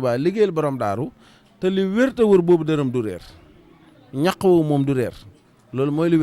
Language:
Wolof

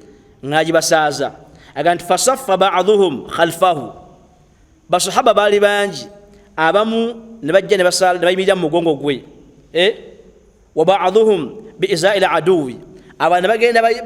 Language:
Ganda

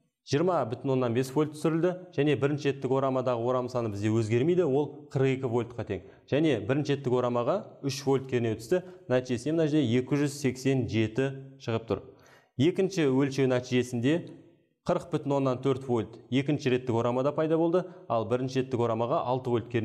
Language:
Kazakh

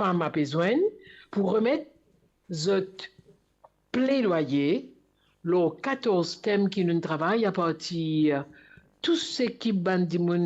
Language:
Morisyen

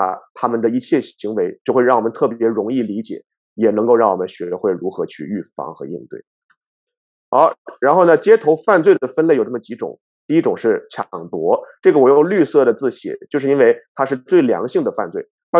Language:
Chinese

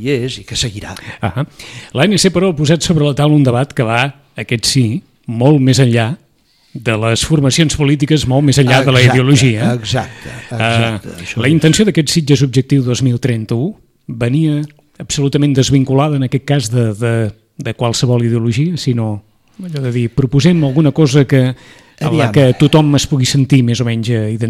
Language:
Catalan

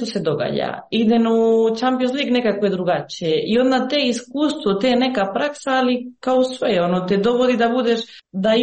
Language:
Croatian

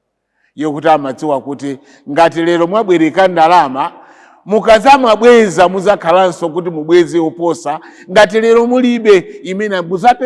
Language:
Nyanja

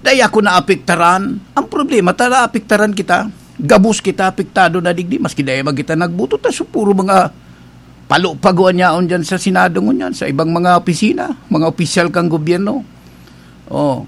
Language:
Bikol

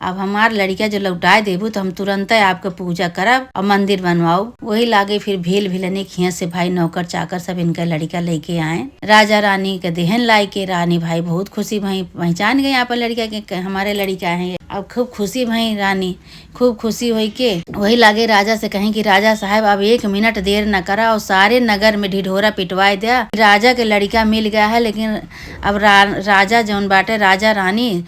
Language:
Awadhi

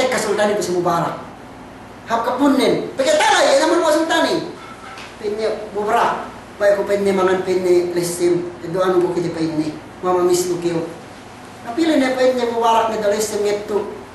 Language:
Yakan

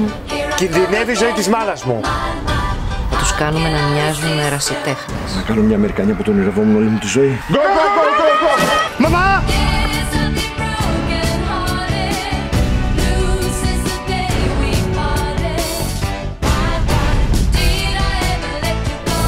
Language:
Greek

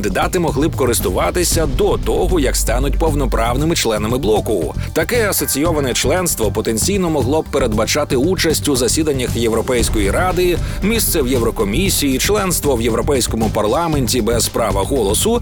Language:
Ukrainian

